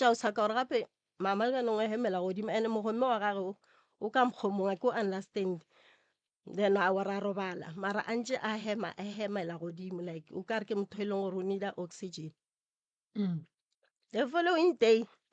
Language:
Northern Sotho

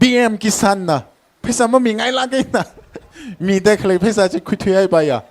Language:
Tangkhul Naga (India)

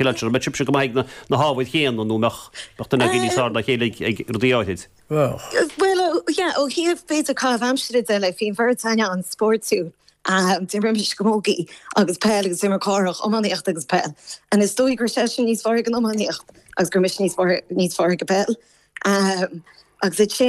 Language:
Irish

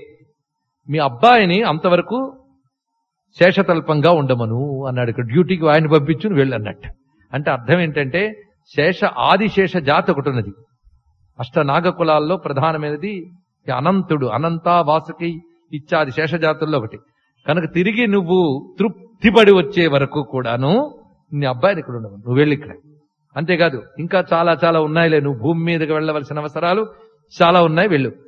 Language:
Telugu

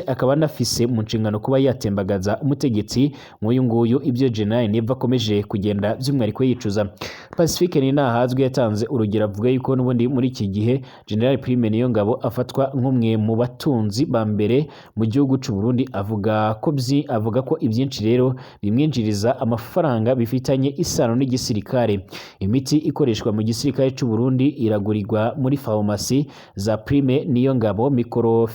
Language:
Rundi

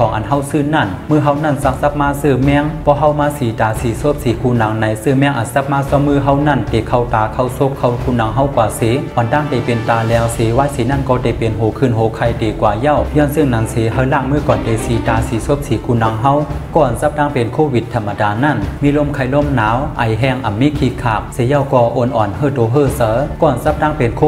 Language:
Shan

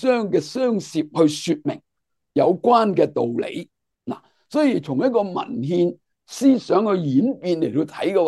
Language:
Cantonese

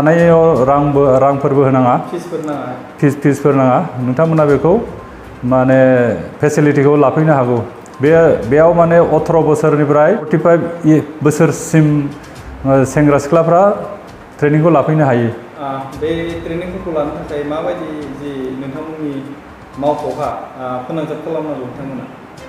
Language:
Bodo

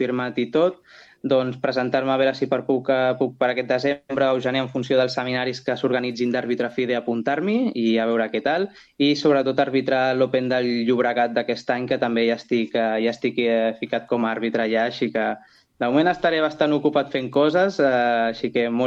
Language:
Catalan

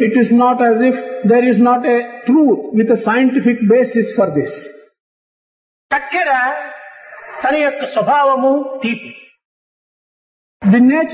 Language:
Telugu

